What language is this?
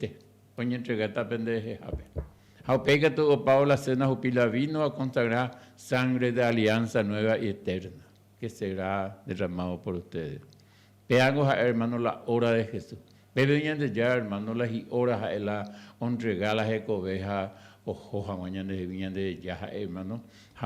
Guarani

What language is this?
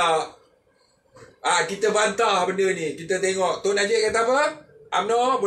Malay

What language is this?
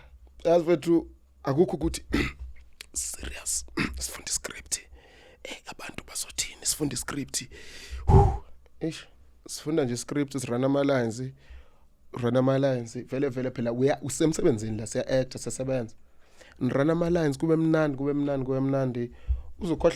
Zulu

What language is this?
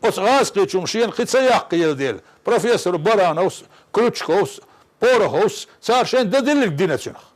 Chechen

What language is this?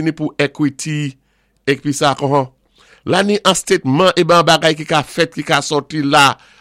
Saint Lucian Creole French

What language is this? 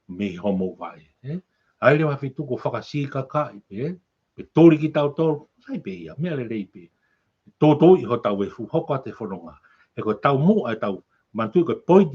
Tongan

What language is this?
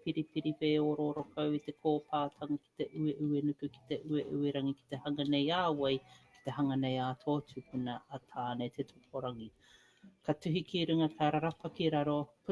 Māori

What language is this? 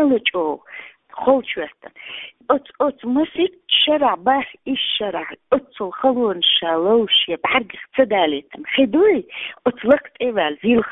Chechen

